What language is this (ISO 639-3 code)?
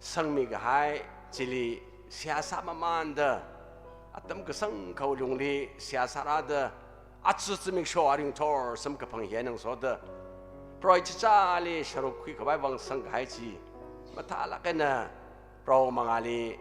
nmf